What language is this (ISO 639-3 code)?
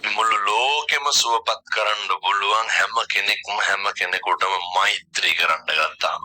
sin